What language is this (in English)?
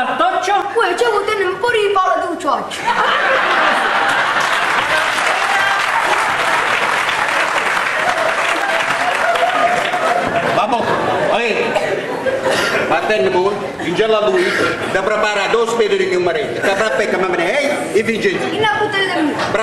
Italian